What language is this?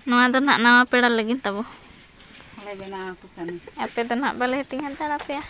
Santali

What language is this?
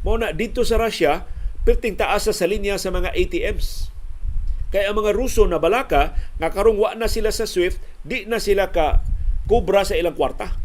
Cebuano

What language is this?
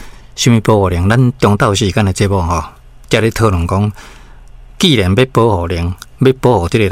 Min Nan Chinese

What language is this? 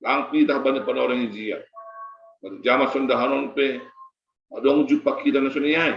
Batak Simalungun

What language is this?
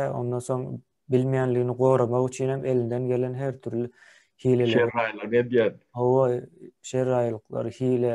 Turkmen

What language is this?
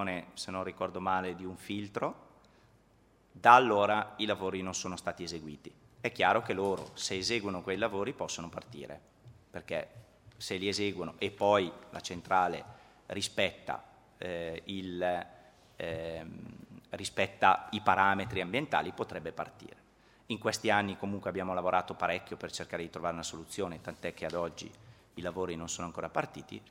Italian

